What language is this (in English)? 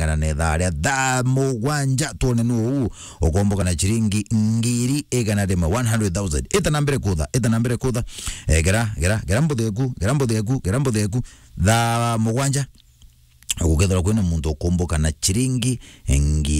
Meru